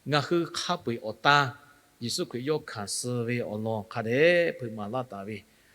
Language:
Lahu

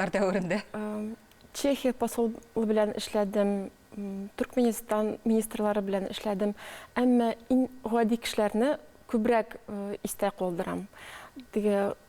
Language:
Tatar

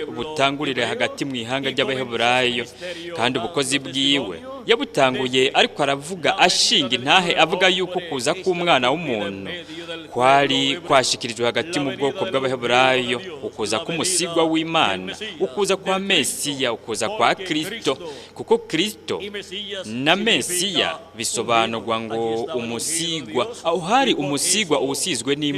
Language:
Rundi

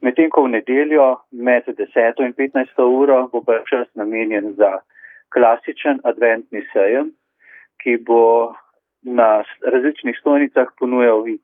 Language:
Slovenian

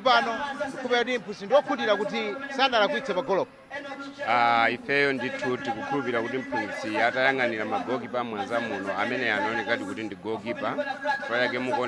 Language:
Nyanja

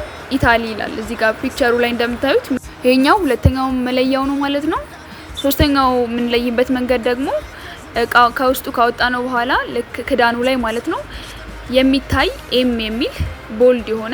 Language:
Amharic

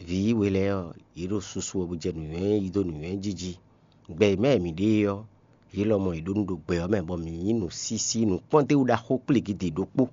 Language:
Fon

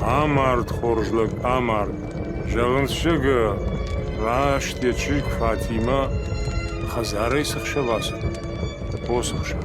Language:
Ossetic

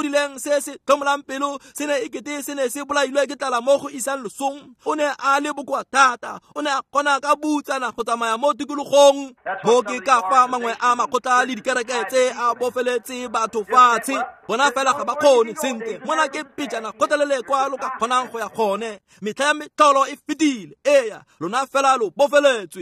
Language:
Tswana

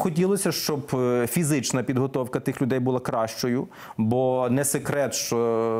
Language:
Ukrainian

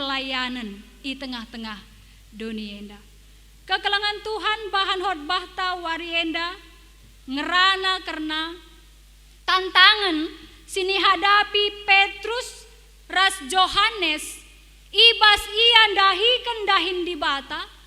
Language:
Batak Karo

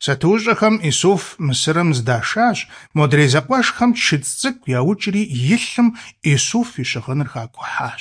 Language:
Kabardian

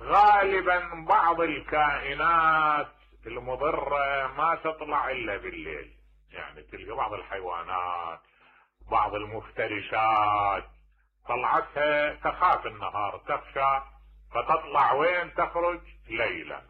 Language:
Mesopotamian Arabic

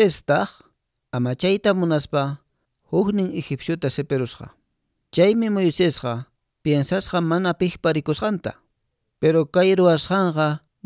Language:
Quechua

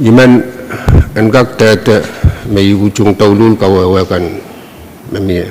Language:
Pohnpeian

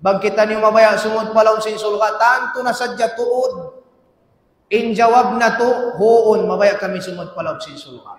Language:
Tausug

